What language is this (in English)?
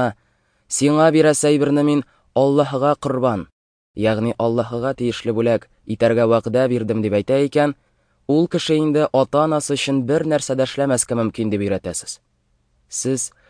Tatar